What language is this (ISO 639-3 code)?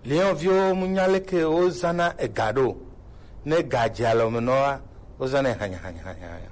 gej